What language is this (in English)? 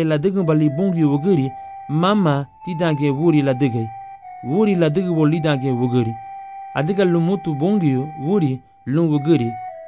Garifuna